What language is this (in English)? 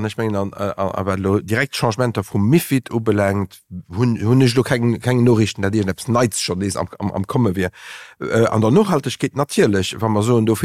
Luxembourgish